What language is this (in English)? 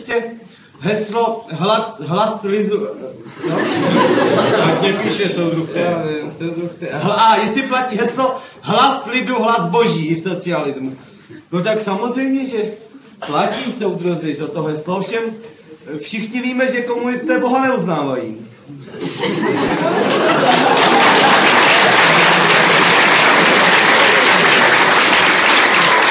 Czech